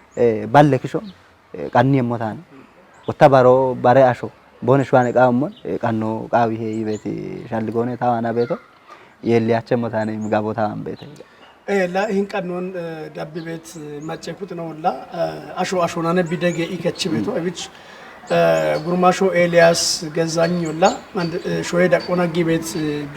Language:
Kafa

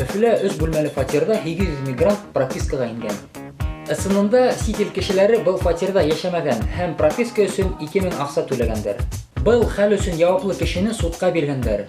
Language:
Bashkir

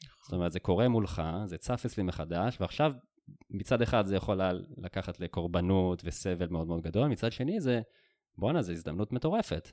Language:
Hebrew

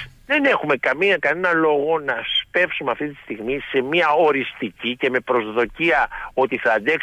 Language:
Greek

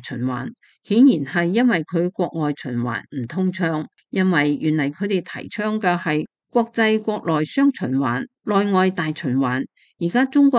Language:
Cantonese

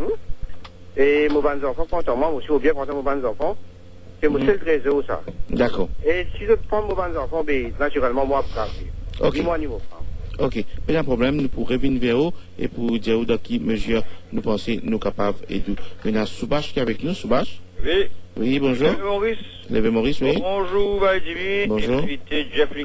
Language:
Morisyen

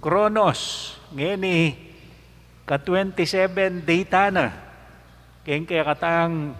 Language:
Pampanga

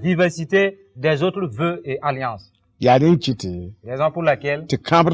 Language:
Mossi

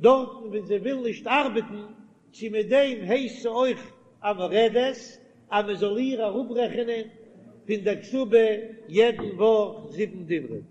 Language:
Yiddish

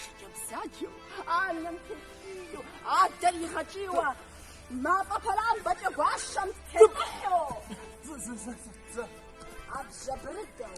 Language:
Kabardian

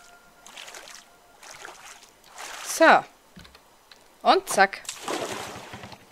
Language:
German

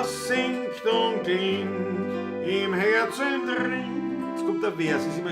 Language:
Bavarian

